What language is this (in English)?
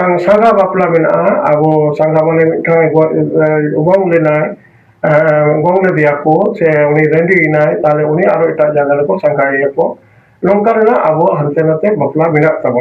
Santali